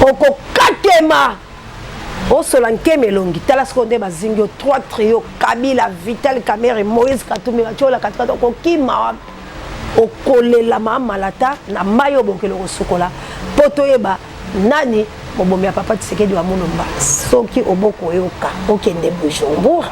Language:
Lingala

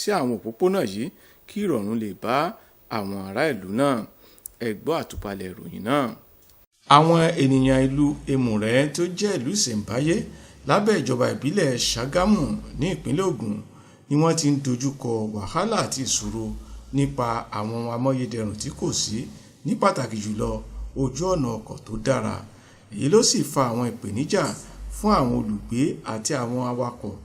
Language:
Yoruba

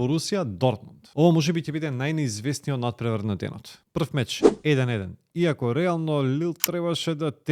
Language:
Macedonian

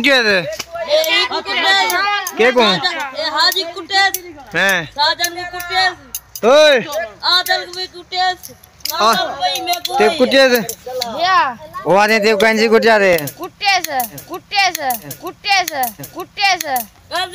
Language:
Saraiki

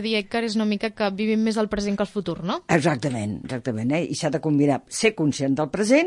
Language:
Catalan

